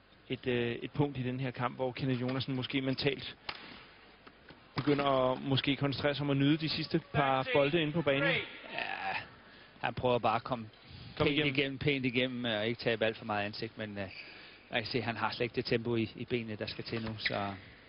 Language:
Danish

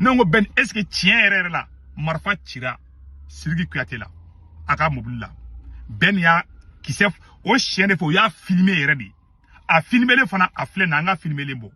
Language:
Bambara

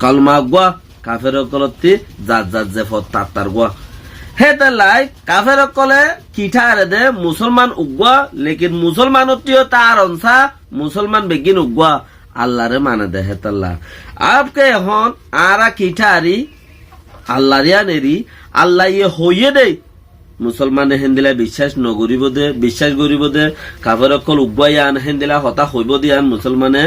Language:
Rohingya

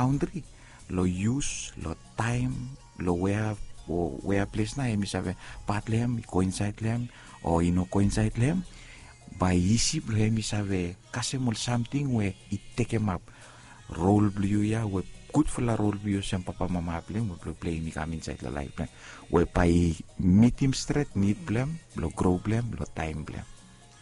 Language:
Bislama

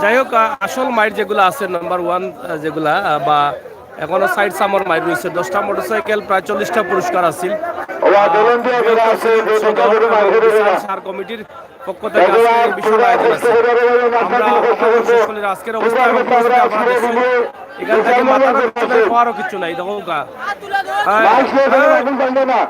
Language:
Sylheti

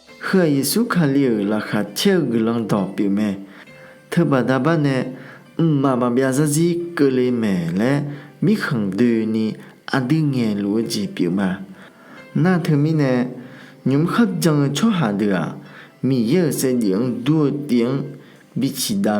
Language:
Akha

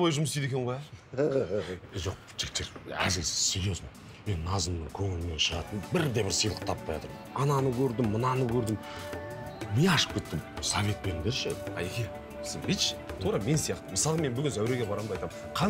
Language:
Kazakh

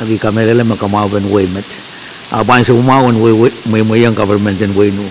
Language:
Pohnpeian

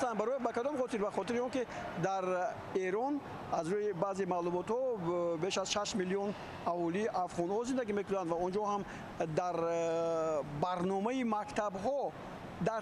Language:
Tajik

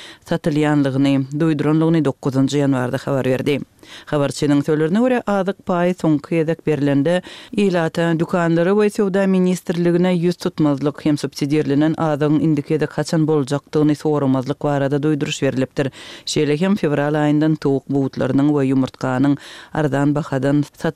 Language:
Turkmen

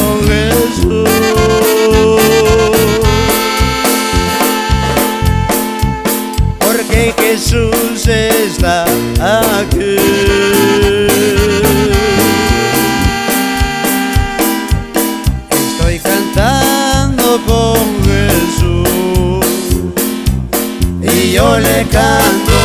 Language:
Spanish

